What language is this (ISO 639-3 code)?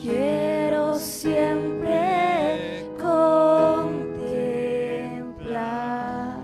aym